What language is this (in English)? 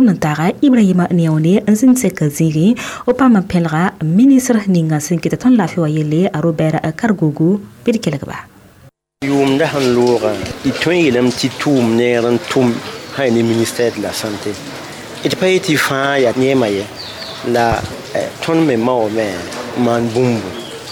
Mossi